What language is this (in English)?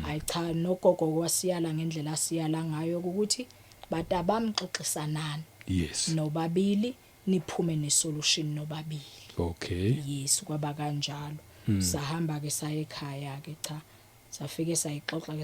Zulu